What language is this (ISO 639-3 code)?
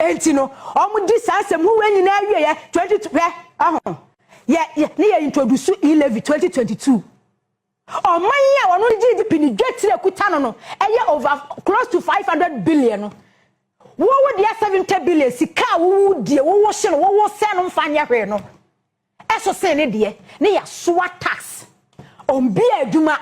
aka